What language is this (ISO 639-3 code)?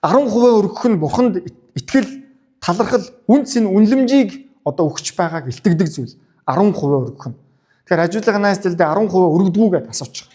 mon